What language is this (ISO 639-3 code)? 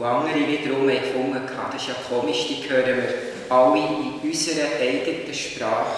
gsw